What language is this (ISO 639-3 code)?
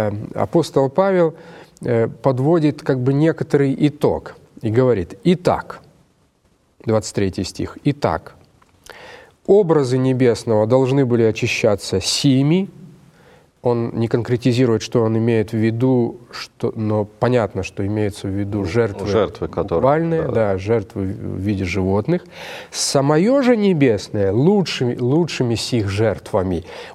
rus